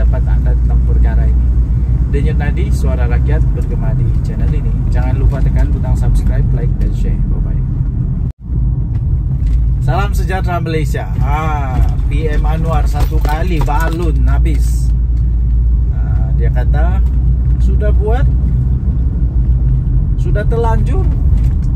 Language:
Malay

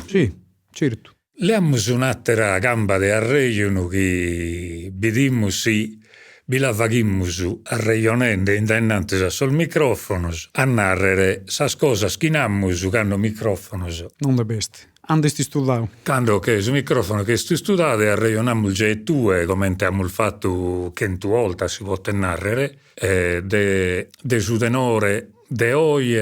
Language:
Sardinian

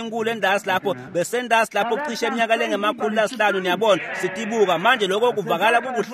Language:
Swati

